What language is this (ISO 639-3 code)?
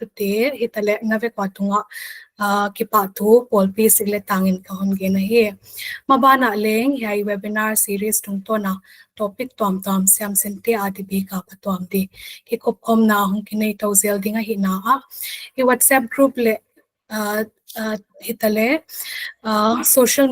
pck